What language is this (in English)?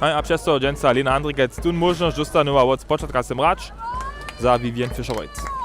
Upper Sorbian